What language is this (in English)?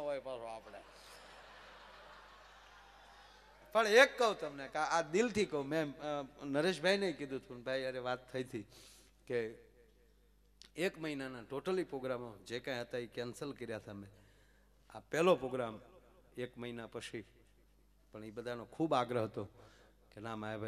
Gujarati